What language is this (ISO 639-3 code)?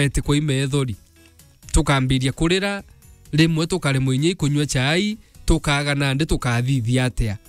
mer